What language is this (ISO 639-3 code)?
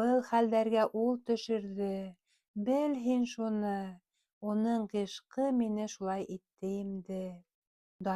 bak